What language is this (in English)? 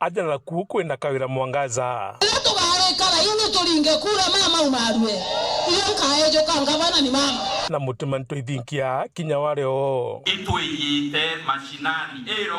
Meru